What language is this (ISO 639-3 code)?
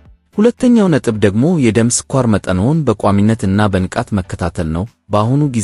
amh